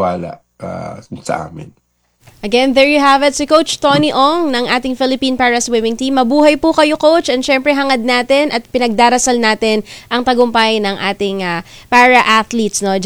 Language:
Filipino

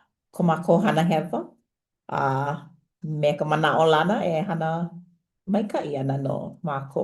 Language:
Hawaiian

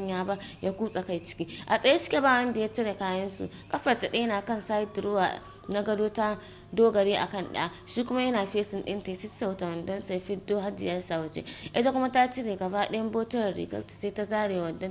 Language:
Hausa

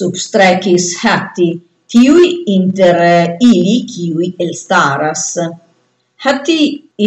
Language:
Esperanto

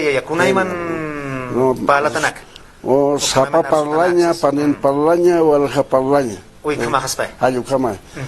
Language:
Aymara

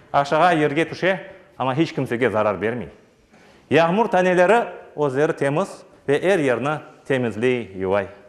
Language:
Crimean Tatar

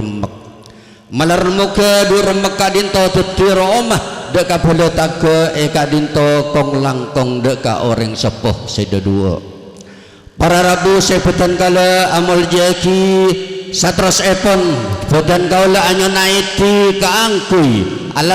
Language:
Madurese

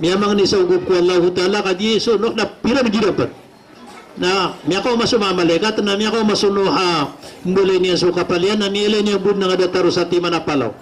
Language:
Maranao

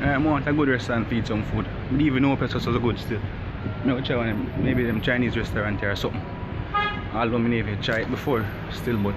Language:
Jamaican Creole English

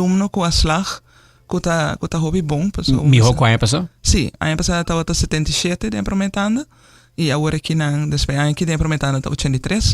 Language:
Papiamento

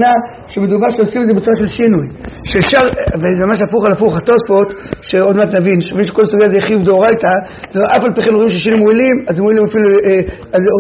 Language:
Hebrew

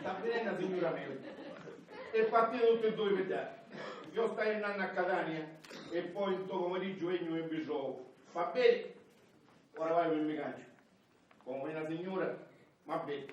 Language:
Sicilian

